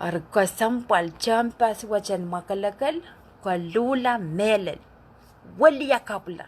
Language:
Pohnpeian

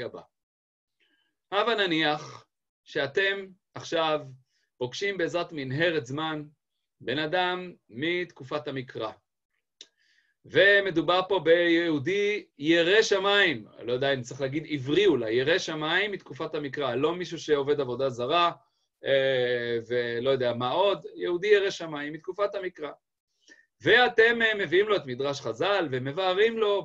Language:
Hebrew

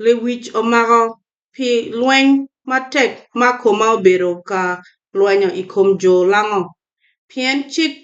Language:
Acoli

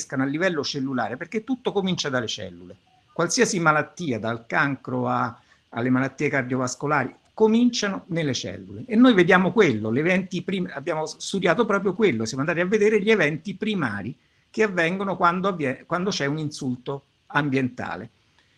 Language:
Italian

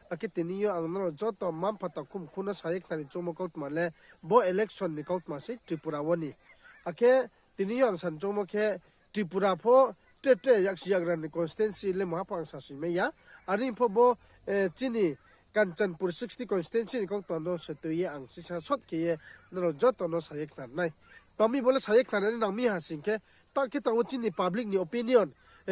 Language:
Riang (India)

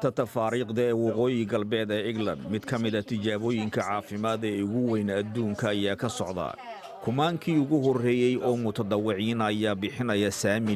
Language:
Somali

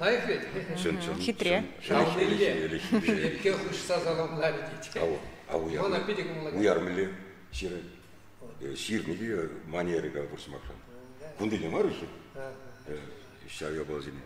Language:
Chuvash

